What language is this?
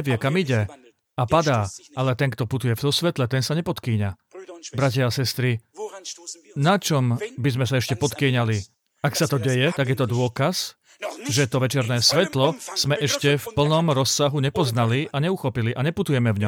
Slovak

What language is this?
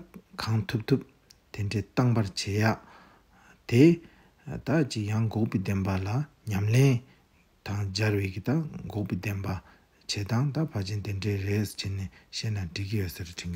Tibetan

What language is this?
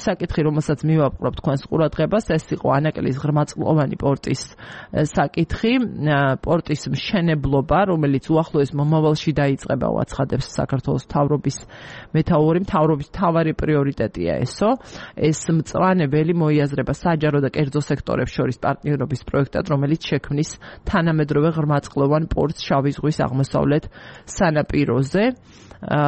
Georgian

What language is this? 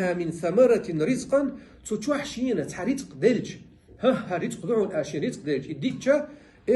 Chechen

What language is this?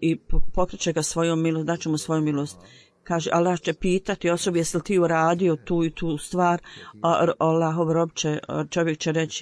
Bosnian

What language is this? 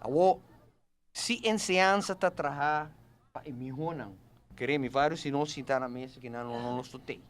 Papiamento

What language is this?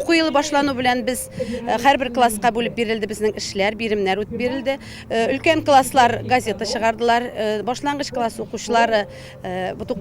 Tatar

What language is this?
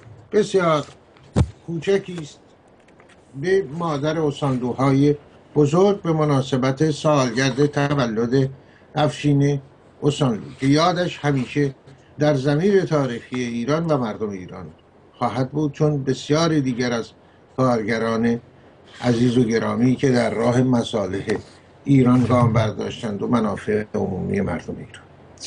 Persian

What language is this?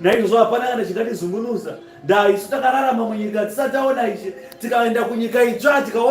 Shona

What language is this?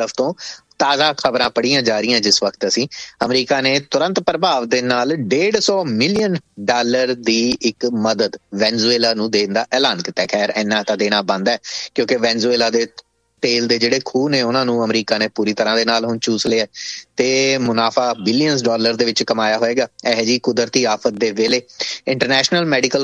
Punjabi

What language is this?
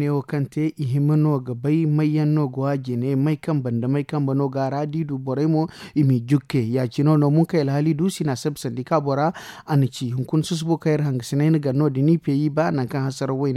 Zarma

